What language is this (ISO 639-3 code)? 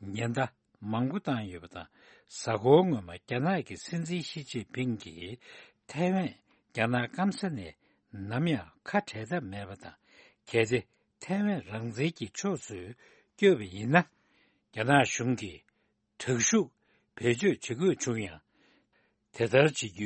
bod